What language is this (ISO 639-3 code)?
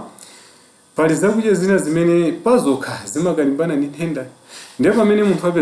nya